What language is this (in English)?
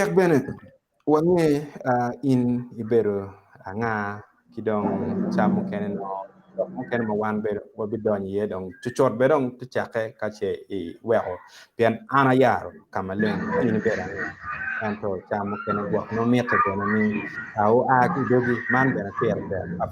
Acoli